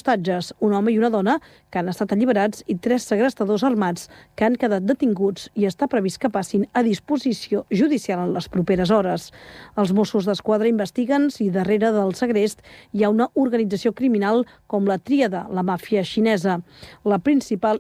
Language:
Catalan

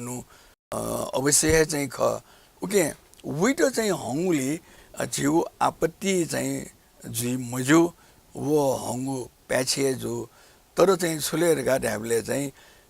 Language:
Newari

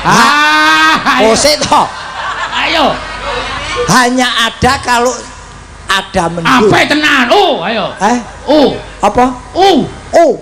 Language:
Javanese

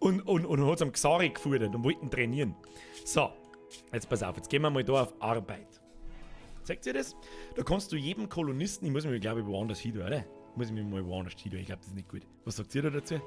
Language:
Bavarian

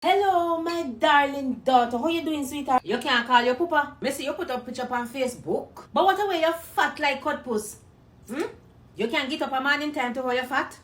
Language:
Jamaican Creole English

